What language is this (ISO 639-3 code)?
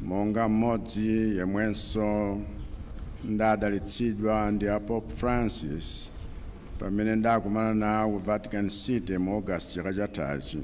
nya